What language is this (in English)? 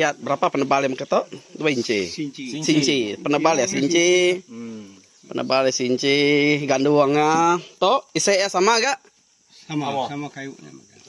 Iban